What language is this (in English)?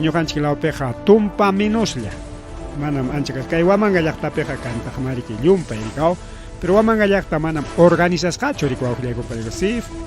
Ayacucho Quechua